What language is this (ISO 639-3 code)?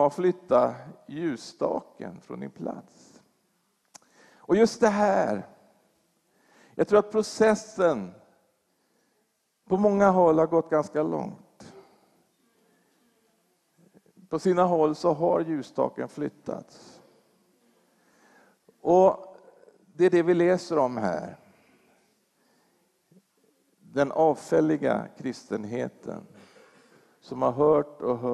swe